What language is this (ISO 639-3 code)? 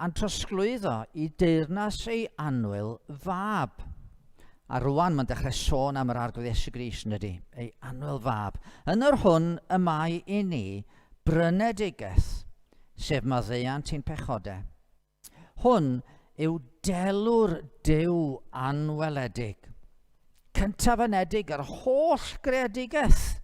cym